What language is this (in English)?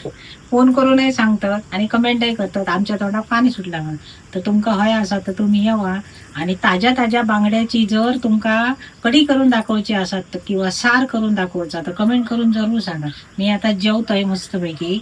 Konkani